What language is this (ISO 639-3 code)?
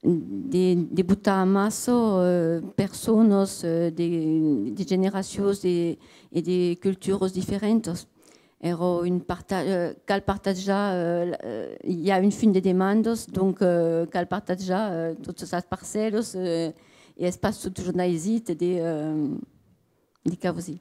oci